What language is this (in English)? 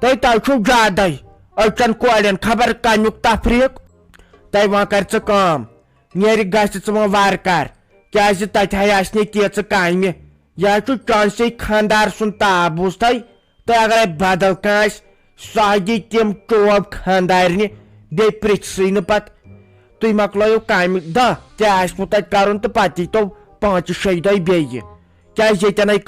Kashmiri